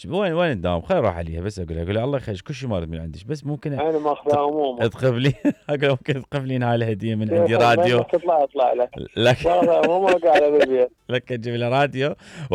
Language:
Mesopotamian Arabic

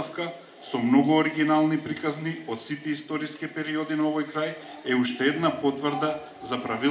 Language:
Macedonian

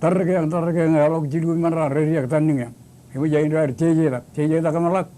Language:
Marshallese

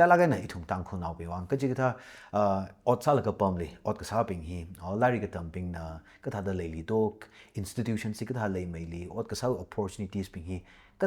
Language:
Tangkhul Naga (India)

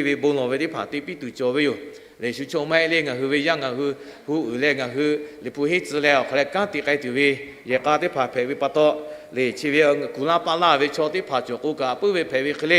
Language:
Lahu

